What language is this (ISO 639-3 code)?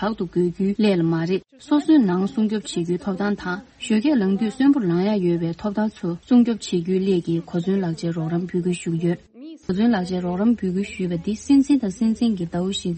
bod